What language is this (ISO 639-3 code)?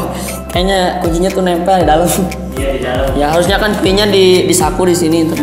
ind